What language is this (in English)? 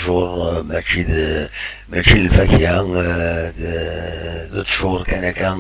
Kabyle